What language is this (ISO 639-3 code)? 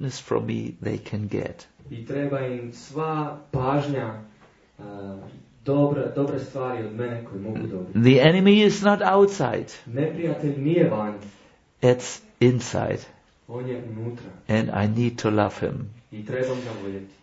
hrv